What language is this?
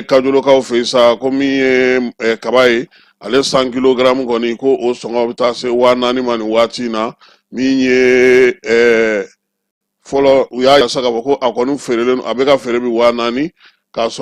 Bambara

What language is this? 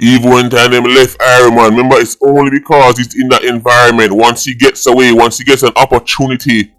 Jamaican Creole English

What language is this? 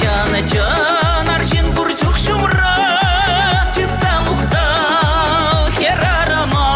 Chuvash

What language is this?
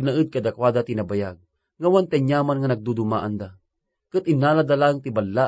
Iloko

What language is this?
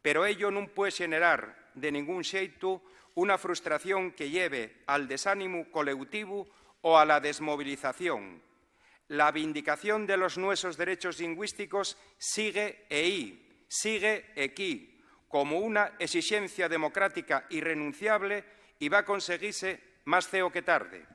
Asturian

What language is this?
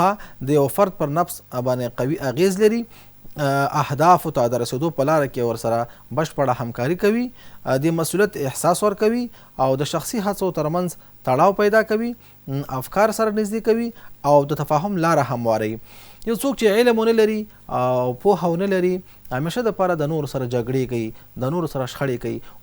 Pashto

